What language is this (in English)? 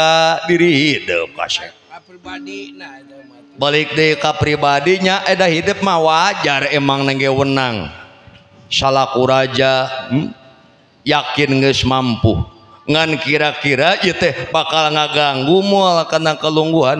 Sundanese